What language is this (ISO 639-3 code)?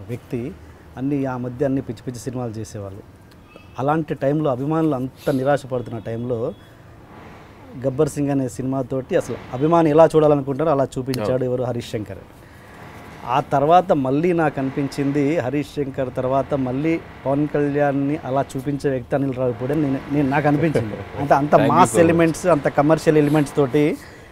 tel